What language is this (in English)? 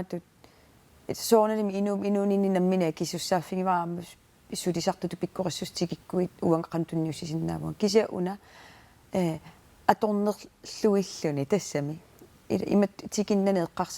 Kalaallisut